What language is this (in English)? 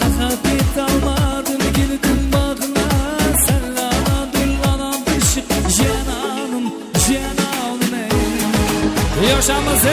Kara-Kalpak